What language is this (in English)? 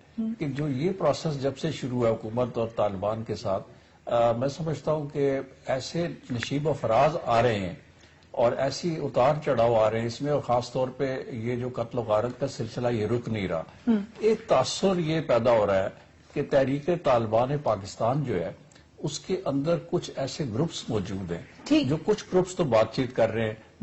Urdu